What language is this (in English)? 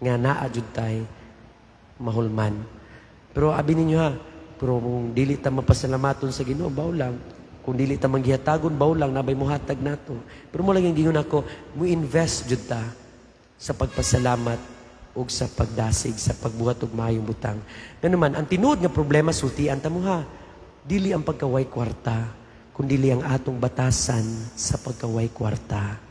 Cebuano